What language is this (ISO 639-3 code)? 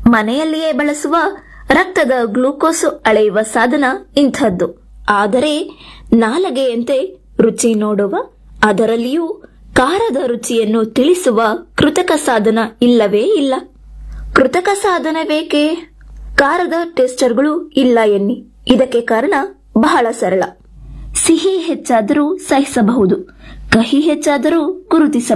kan